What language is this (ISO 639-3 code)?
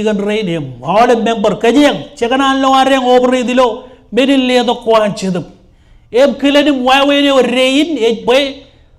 mah